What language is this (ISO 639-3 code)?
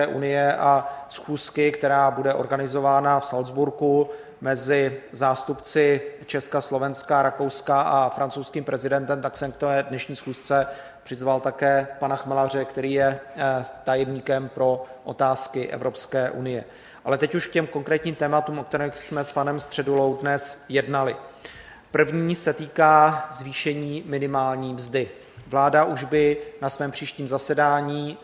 ces